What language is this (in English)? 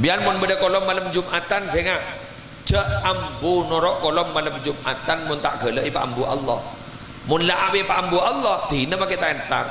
Madurese